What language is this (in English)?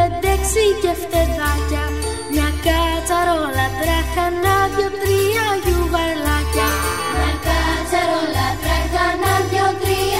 Greek